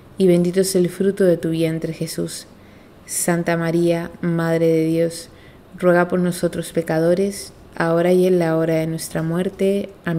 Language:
Spanish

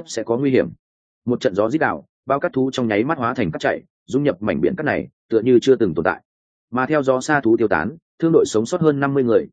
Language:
Vietnamese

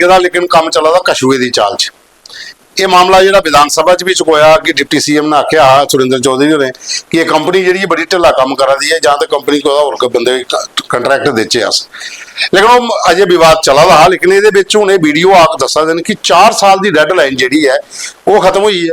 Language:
Dogri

